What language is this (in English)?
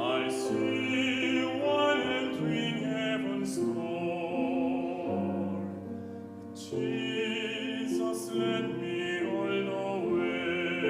Aymara